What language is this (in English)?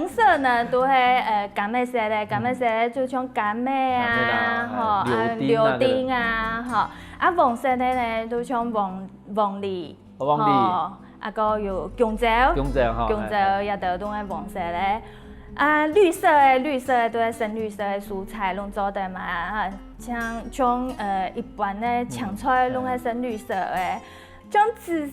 Hakka Chinese